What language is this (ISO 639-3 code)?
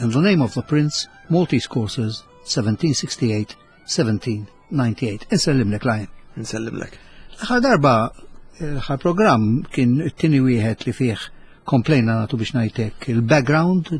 mlt